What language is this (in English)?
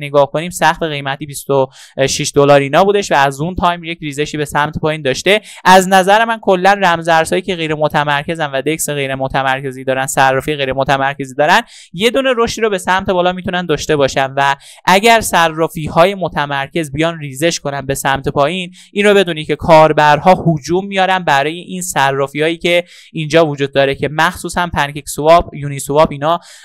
Persian